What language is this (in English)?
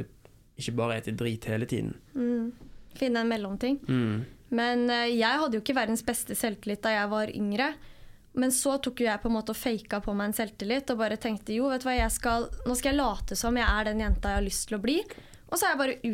Norwegian